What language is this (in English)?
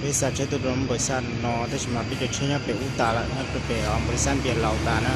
Hmong